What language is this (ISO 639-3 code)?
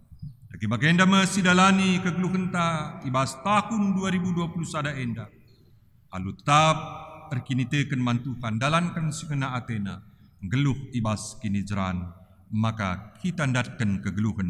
btx